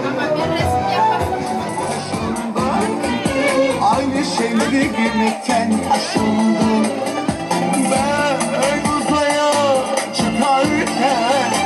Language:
Turkish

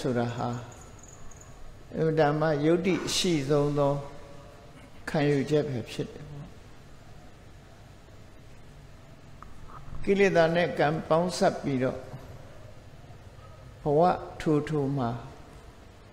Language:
Burmese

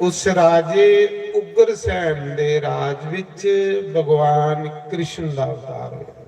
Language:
Dogri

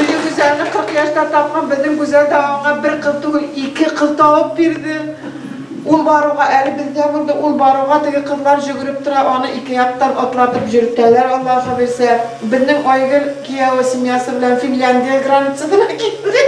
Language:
Bashkir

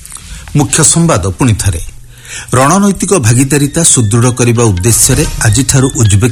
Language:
Odia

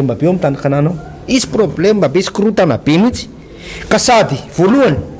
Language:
Malagasy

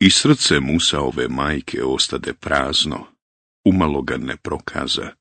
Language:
Bosnian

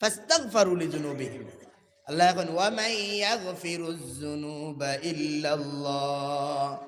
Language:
Sylheti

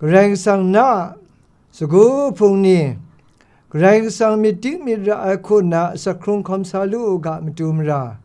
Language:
Kachin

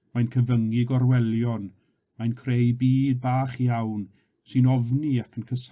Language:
Welsh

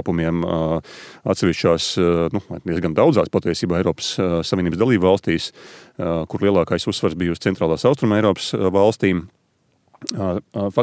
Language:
Latvian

